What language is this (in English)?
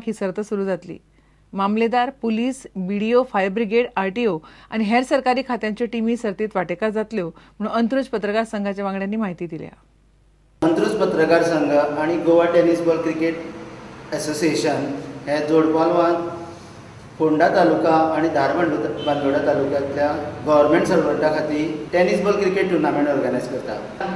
Konkani